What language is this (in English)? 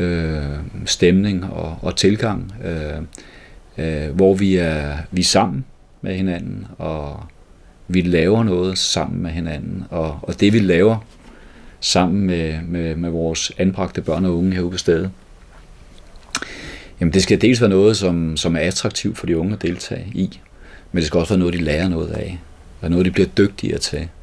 Danish